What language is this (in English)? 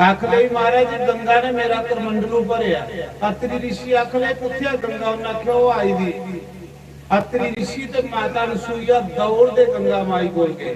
Dogri